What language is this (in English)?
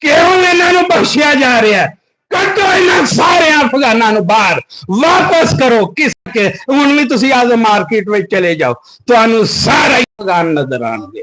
Western Panjabi